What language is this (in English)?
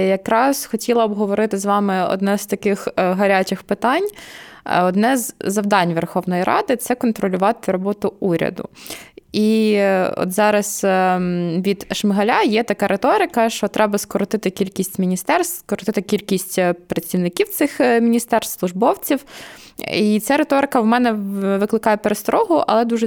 Ukrainian